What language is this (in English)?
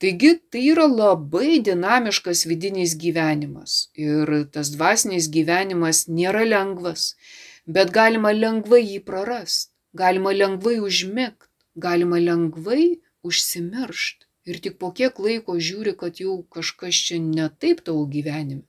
Lithuanian